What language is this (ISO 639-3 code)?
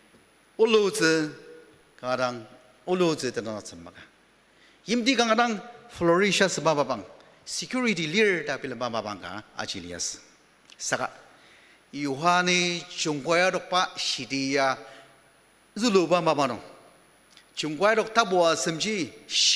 njo